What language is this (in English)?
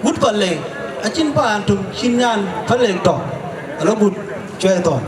Dinka